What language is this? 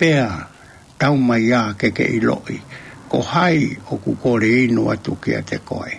Tongan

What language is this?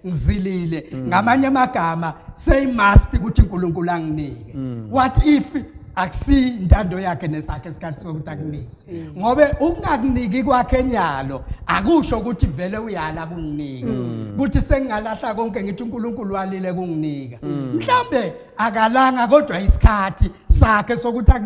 Zulu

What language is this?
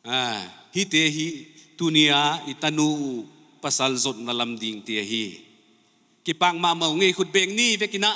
Paite Chin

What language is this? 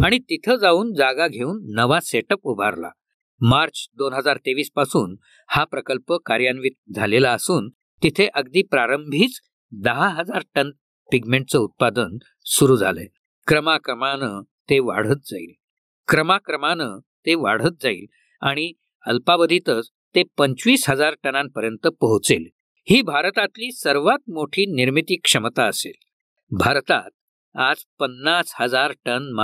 Marathi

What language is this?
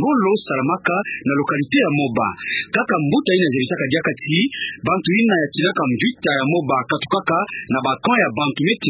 Kituba (Democratic Republic of Congo)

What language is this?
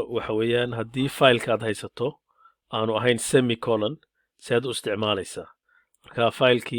Somali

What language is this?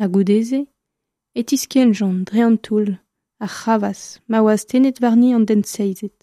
Breton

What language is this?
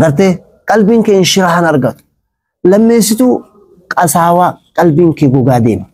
Oromo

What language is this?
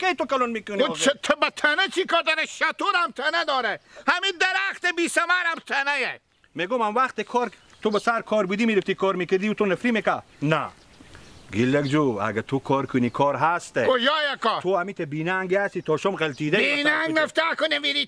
Hazaragi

